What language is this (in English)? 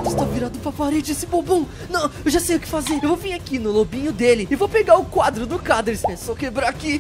Portuguese